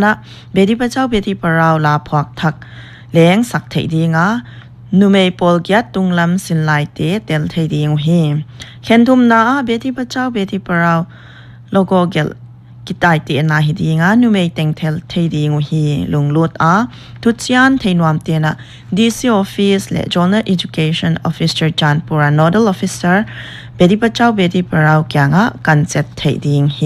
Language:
Paite Chin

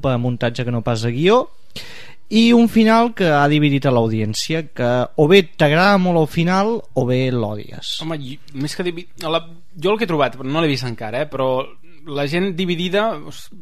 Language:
Catalan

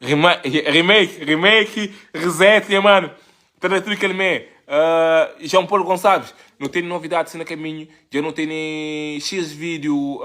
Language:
Kabuverdianu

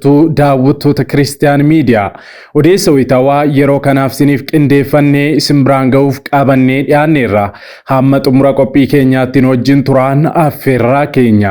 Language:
Oromo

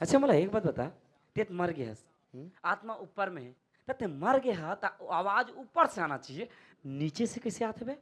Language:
Chhattisgarhi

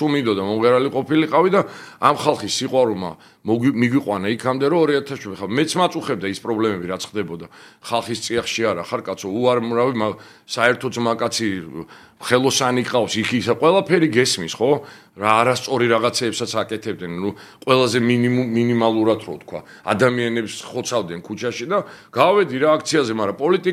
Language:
Georgian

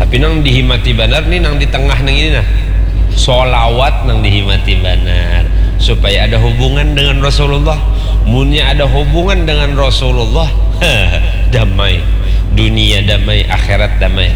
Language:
Banjar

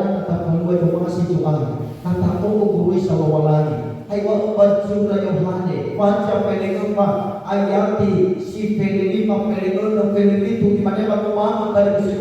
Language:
Nias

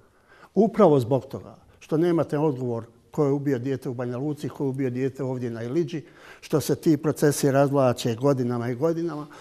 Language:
Bosnian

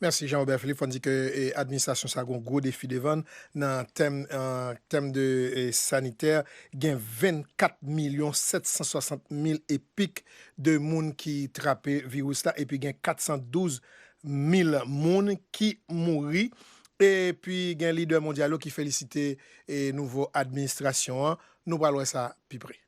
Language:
Haitian Creole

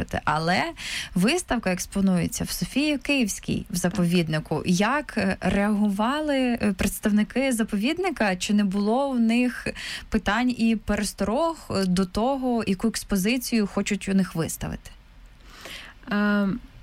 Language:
Ukrainian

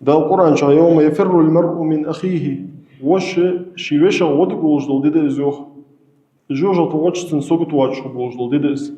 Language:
Ingush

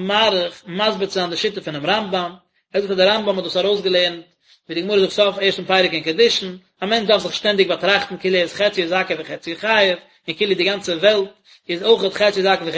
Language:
Yiddish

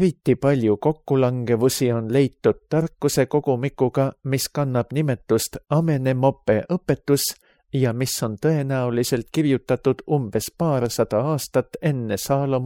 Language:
Estonian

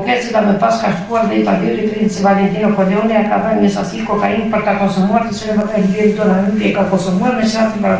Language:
Albanian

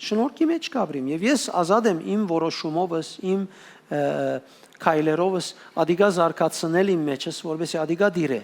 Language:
Western Armenian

